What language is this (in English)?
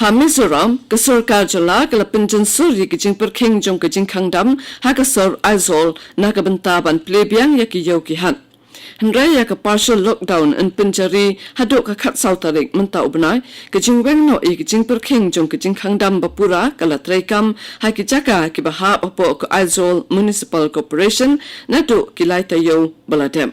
Khasi